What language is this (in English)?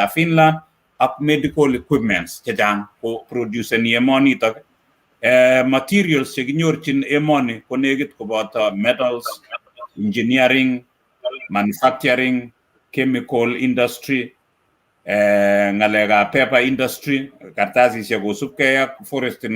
Kalenjin